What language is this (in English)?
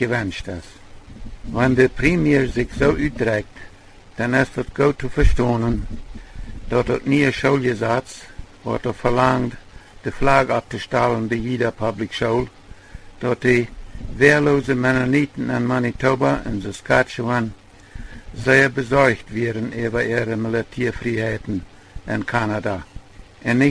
Plautdietsch